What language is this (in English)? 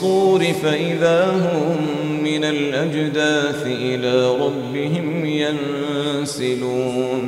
Arabic